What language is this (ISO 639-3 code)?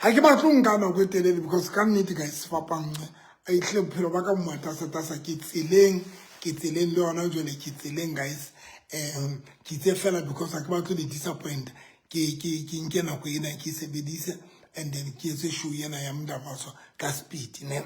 sot